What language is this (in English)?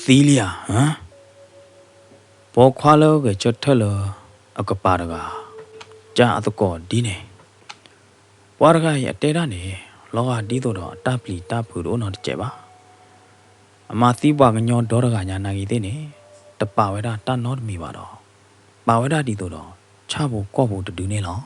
S'gaw Karen